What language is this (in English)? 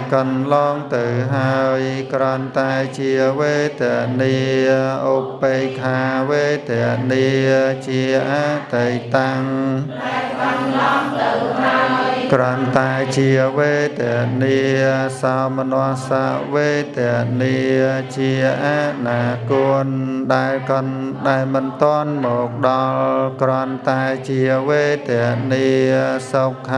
Khmer